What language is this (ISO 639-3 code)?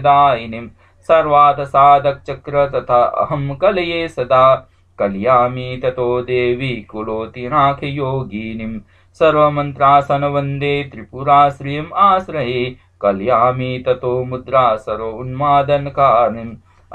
san